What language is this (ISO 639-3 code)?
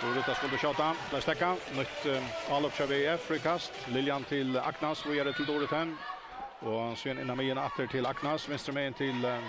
fao